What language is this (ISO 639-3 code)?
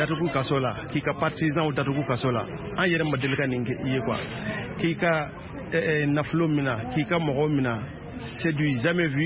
bam